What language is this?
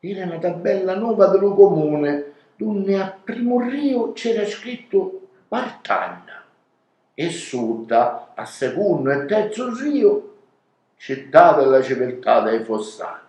Sicilian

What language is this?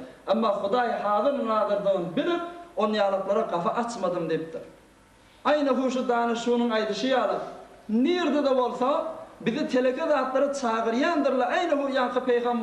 Turkmen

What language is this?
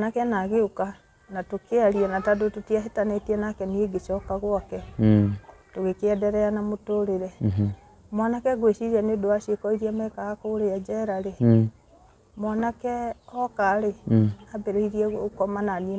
Kikuyu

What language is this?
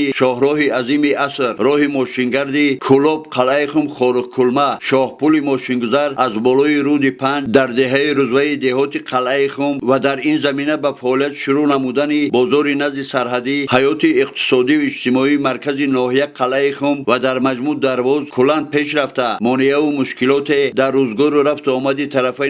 Tajik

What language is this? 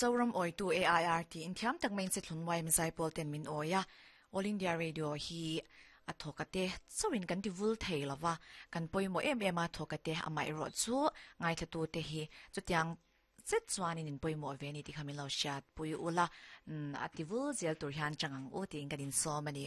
Mizo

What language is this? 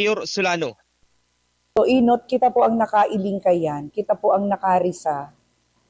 Bikol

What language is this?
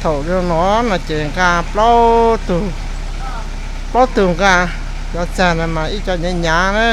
Hmong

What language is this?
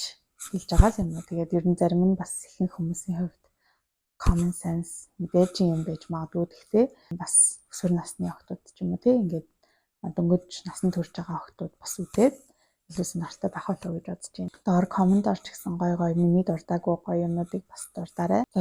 Mongolian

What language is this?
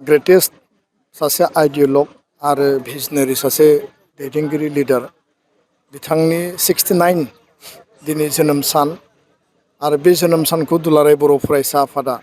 Bodo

